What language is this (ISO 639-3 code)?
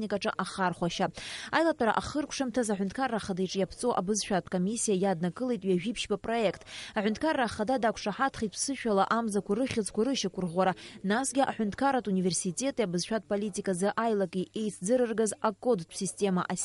abk